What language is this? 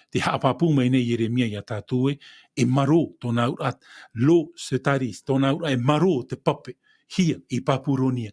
Tahitian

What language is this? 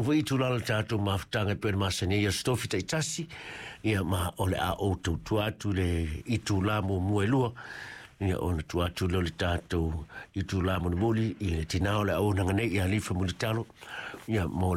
Samoan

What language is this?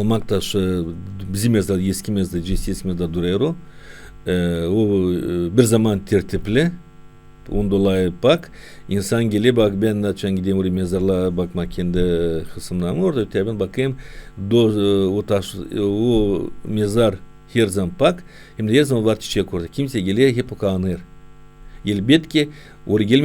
Gagauz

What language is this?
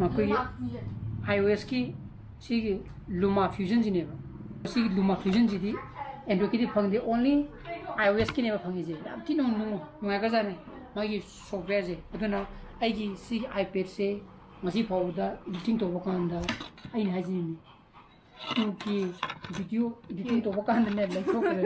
Manipuri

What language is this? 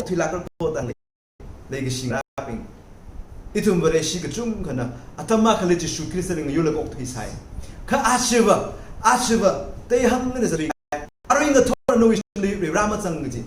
Tangkhul Naga (India)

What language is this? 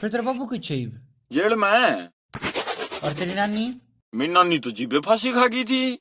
Haryanvi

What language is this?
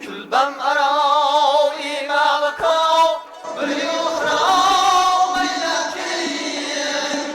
Kara-Kalpak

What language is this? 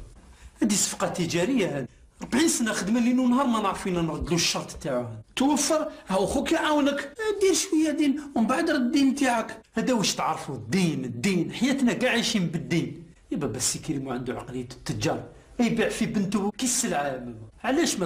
Algerian Arabic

